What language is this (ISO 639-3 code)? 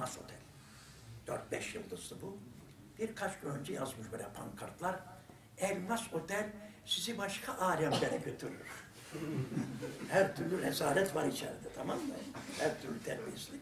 tur